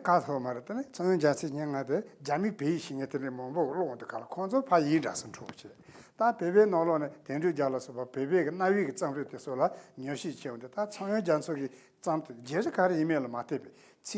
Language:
Tibetan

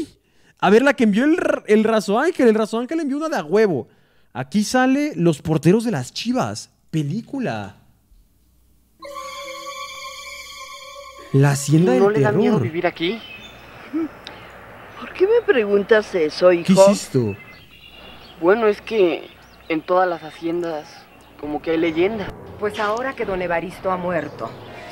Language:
Spanish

